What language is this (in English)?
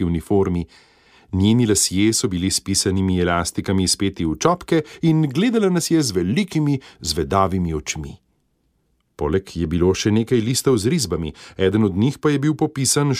Slovenian